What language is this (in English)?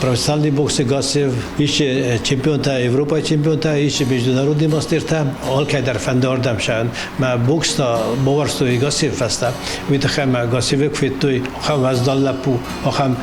Ossetic